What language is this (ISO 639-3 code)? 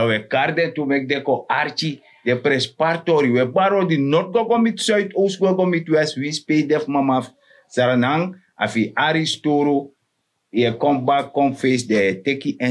srn